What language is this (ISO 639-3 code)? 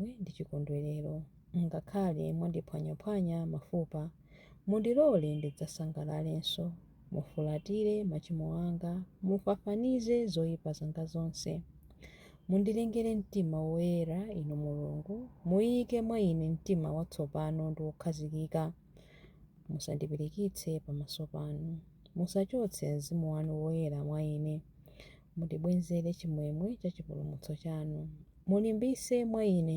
nya